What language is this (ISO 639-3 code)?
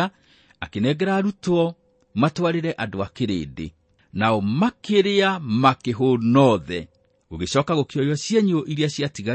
kik